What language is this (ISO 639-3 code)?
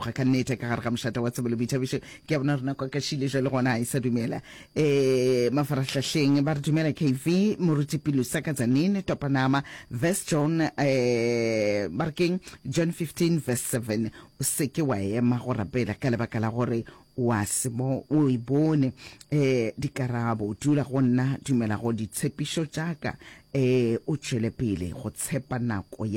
nso